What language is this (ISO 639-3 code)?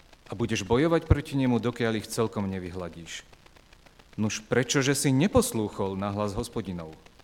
slk